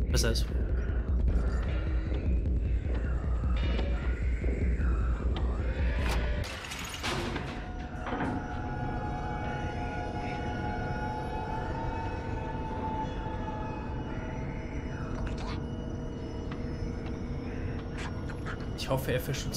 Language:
German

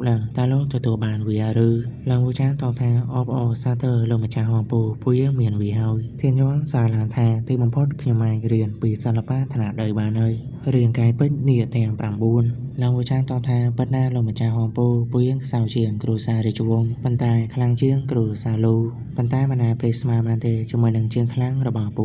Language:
Khmer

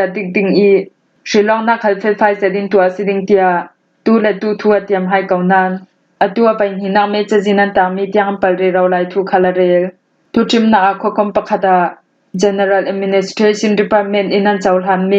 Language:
Falam Chin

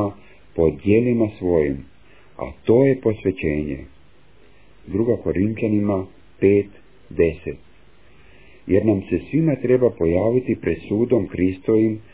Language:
Croatian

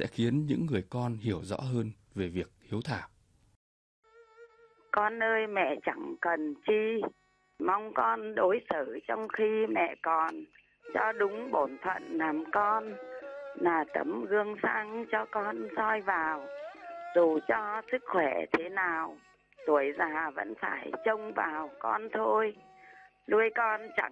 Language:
Vietnamese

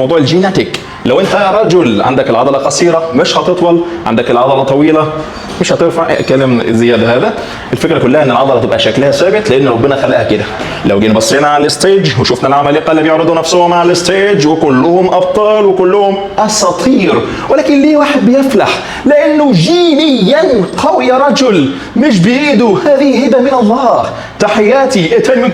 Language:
Egyptian Arabic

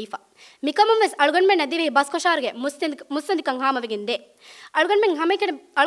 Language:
Divehi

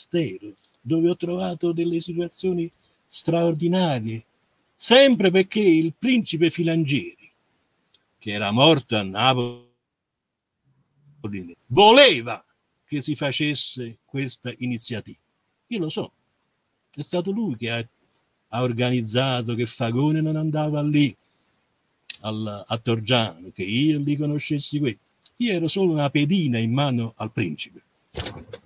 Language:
Italian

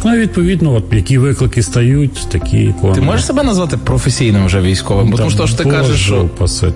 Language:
Ukrainian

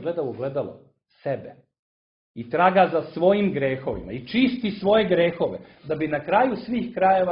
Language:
Serbian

